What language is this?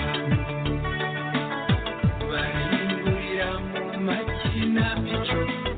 Kinyarwanda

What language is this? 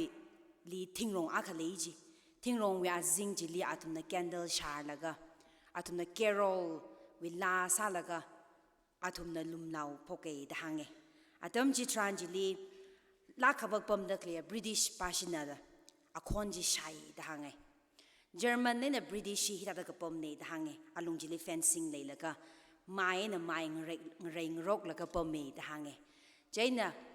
Tangkhul Naga (India)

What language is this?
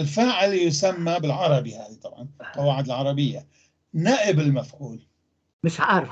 North Levantine Arabic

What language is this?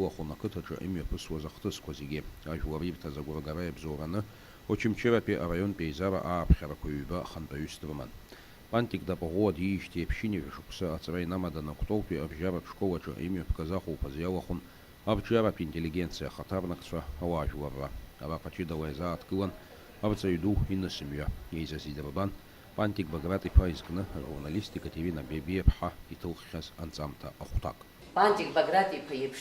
Abkhazian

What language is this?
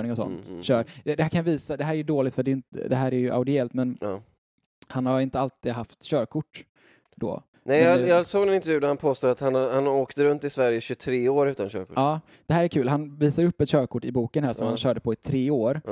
Swedish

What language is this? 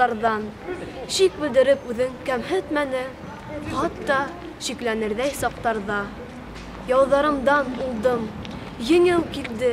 Bashkir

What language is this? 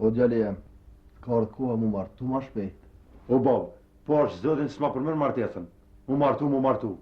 Albanian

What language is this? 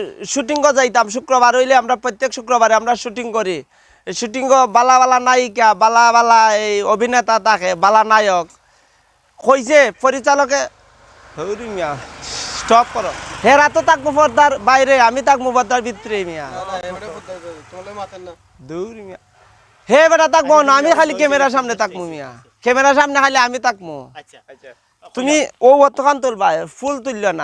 Sylheti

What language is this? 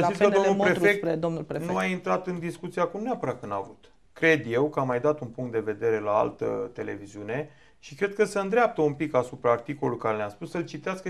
Romanian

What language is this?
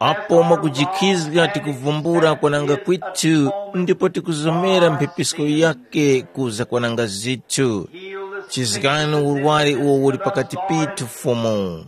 Tumbuka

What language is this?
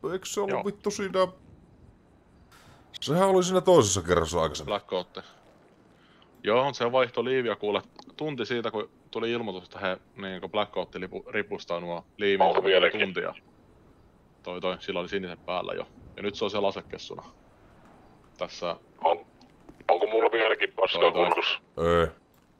Finnish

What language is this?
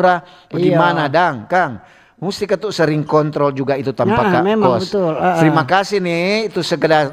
Manado Malay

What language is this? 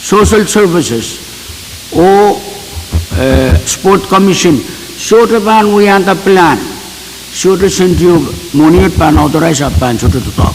Pohnpeian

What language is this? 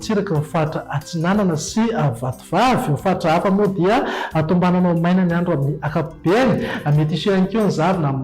Malagasy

